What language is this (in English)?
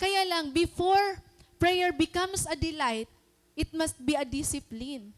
Waray